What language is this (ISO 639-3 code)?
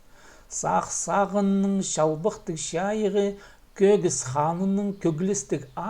kjh